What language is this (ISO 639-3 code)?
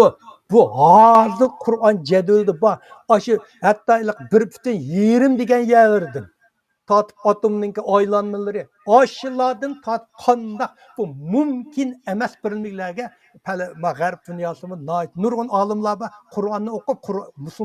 uig